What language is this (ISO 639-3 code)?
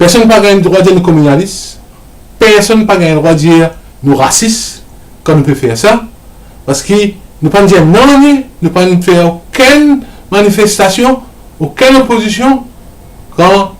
mfe